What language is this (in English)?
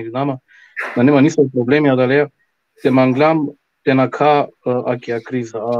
Balkan Romani